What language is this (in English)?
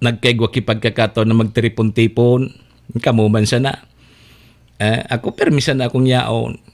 Bikol